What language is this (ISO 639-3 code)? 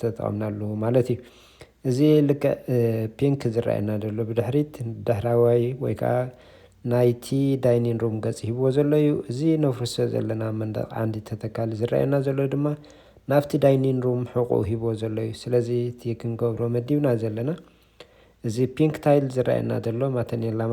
tir